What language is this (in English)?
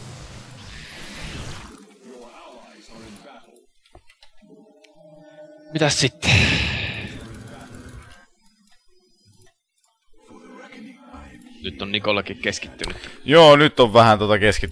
Finnish